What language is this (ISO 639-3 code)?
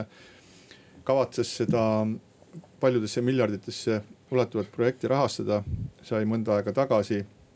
est